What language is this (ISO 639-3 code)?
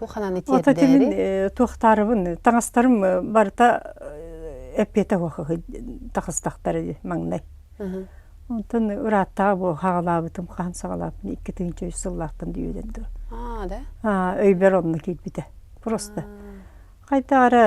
sah